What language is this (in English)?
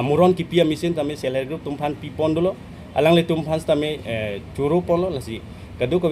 Karbi